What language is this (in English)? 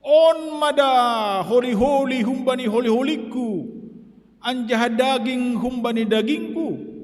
Batak Simalungun